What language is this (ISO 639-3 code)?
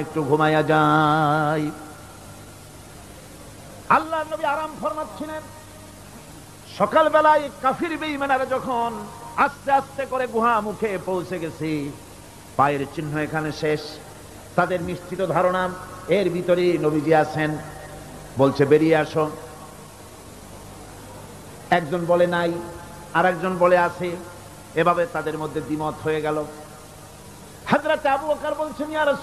ben